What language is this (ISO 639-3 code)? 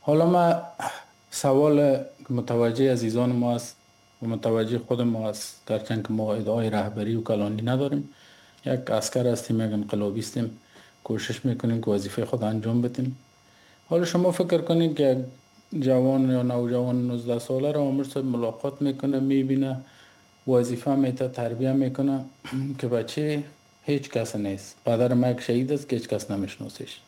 fas